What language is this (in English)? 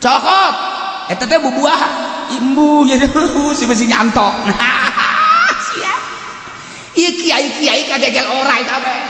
Sundanese